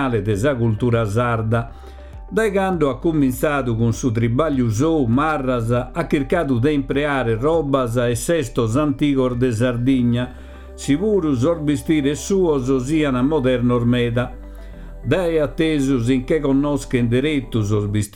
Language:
Sardinian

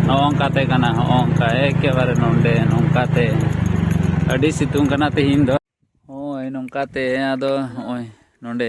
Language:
Santali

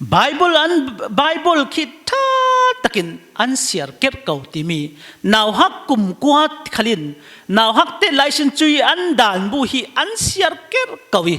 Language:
Falam Chin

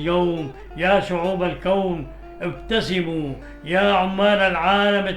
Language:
North Levantine Arabic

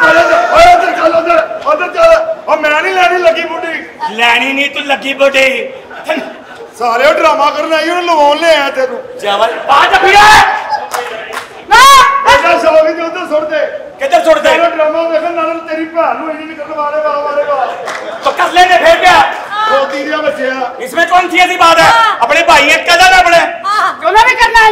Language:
Punjabi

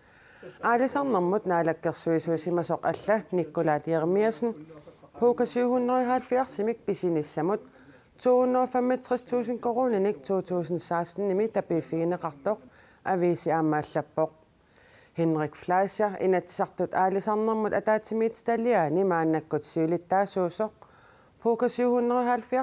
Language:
Kalaallisut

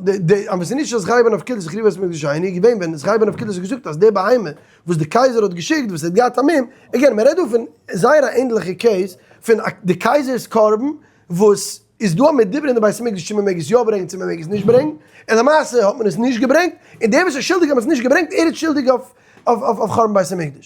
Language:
Yiddish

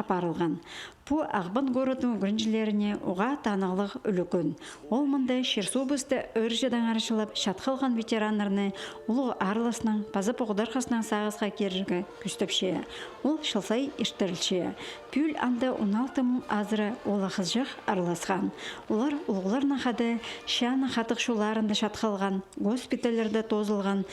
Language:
Khakas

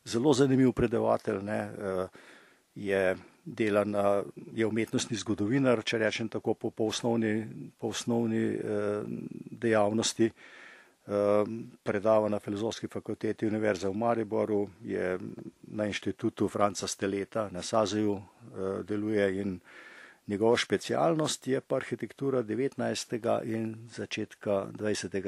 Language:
Slovenian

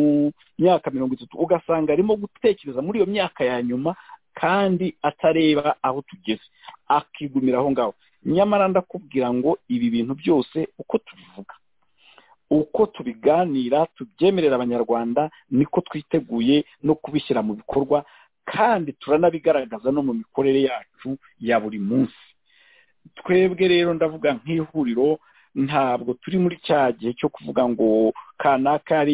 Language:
Kinyarwanda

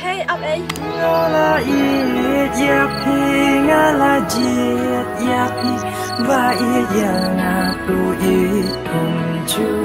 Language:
Khasi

